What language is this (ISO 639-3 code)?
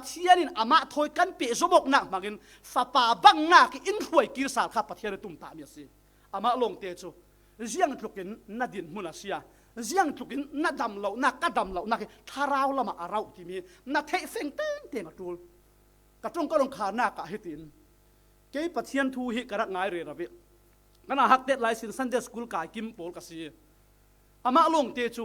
cfm